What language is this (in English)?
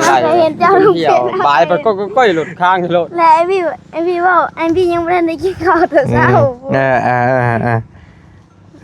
Northeastern Thai